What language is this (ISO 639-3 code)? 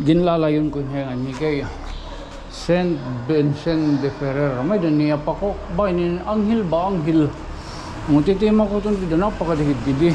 war